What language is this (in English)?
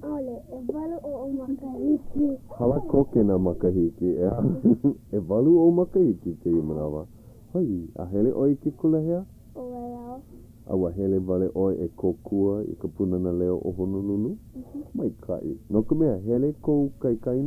Hawaiian